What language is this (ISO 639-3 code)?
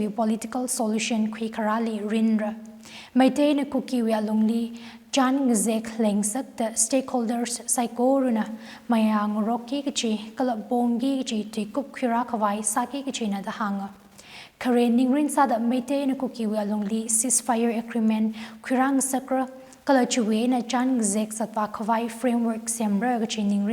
nmf